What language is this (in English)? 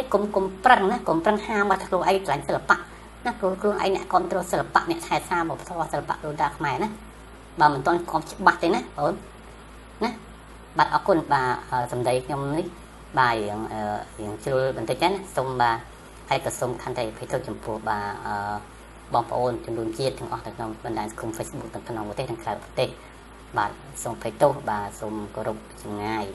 Khmer